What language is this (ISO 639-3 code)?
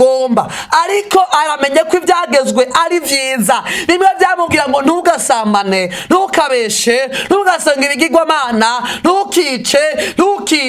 run